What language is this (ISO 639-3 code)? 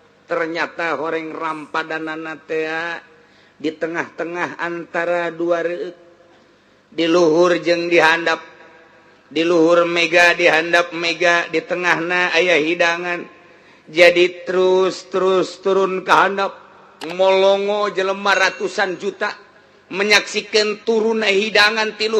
sun